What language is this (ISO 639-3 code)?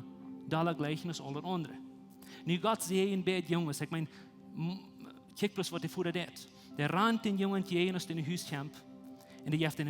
pdt